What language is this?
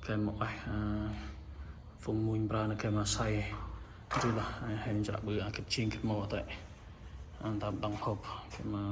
Central Mnong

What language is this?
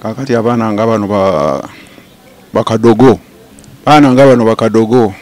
Ganda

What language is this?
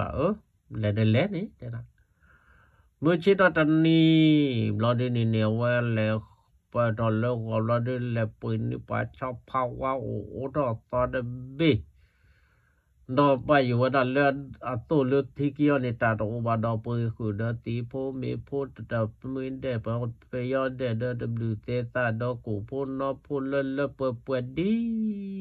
S'gaw Karen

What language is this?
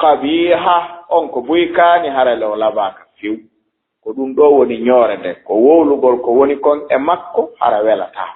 Fula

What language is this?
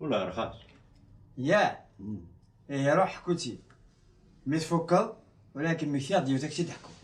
Kabyle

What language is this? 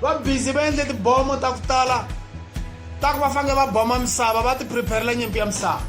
Tsonga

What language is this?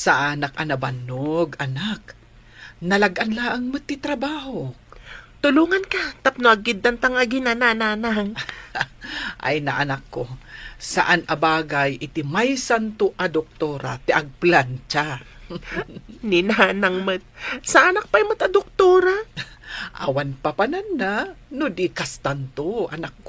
Iloko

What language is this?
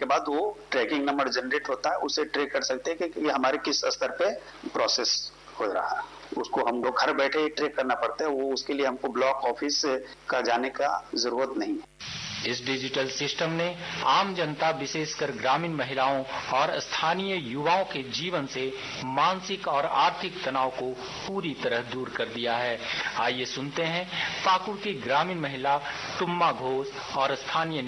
Hindi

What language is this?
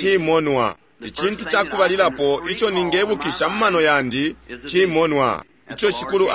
Bemba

